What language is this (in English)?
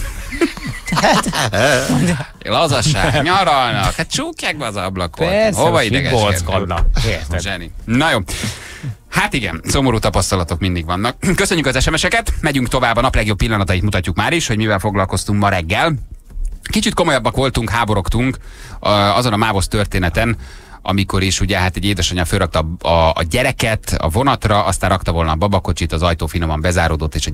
Hungarian